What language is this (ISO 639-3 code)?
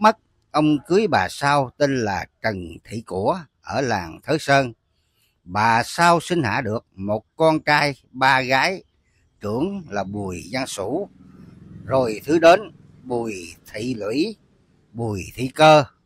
vie